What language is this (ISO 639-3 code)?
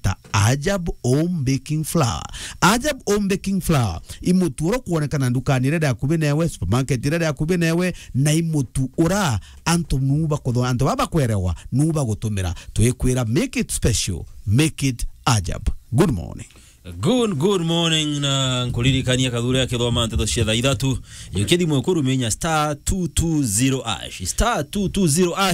mer